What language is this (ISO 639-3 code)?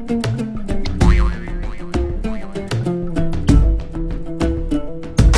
kaz